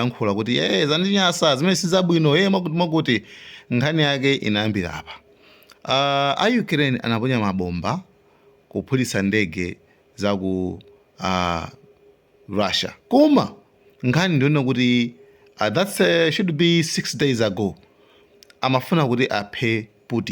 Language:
Nyanja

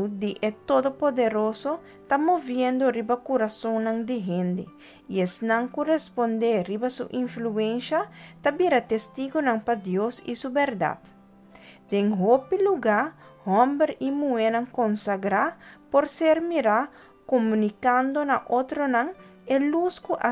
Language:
Papiamento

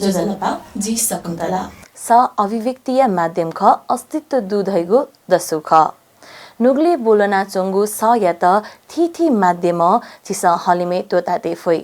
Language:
Newari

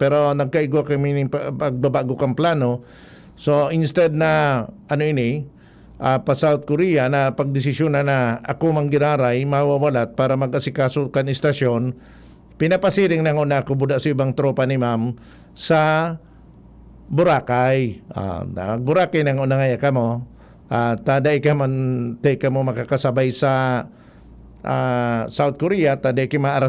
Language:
Bikol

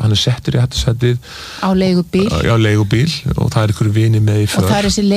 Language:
Icelandic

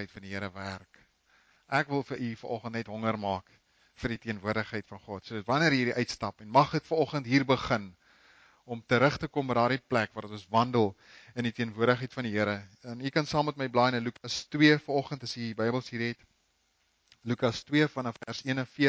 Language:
Afrikaans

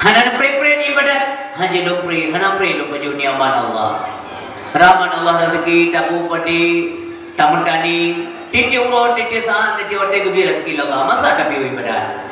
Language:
Achinese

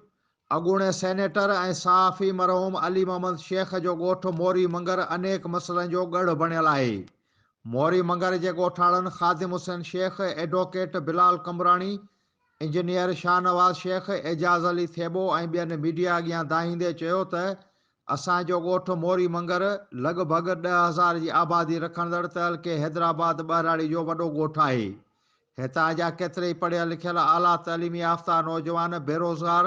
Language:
Sindhi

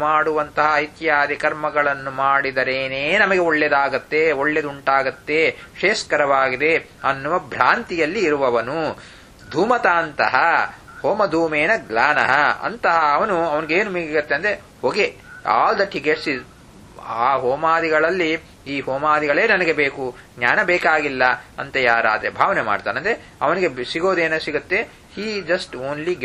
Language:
Kannada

